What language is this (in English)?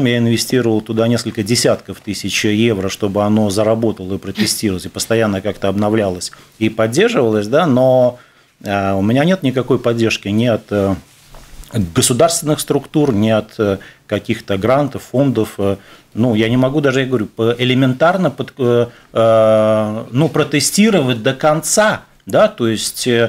Russian